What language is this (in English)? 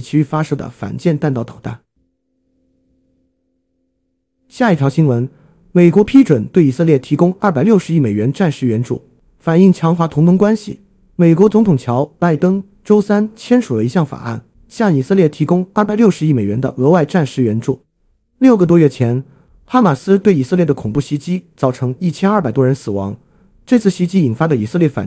Chinese